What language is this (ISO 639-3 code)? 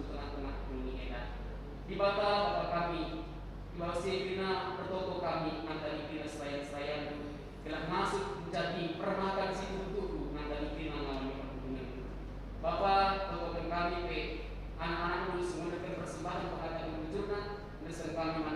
btx